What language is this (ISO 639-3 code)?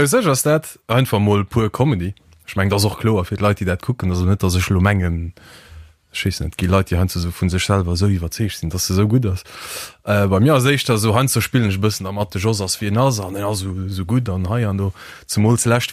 ltz